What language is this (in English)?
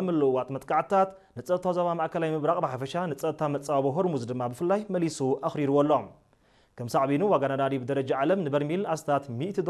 Tigrinya